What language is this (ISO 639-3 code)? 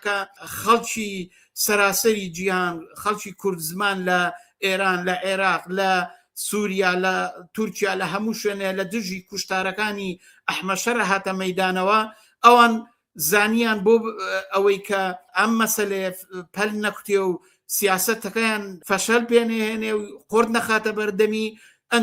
ckb